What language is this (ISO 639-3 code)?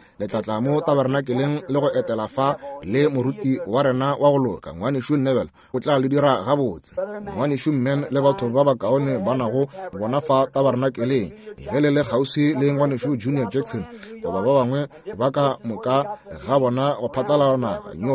nso